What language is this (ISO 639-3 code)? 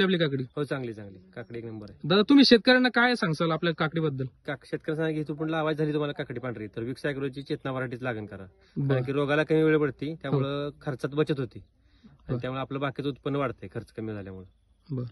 mar